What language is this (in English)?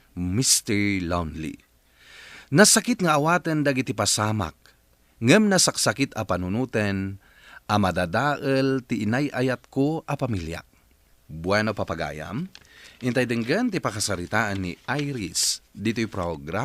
Iloko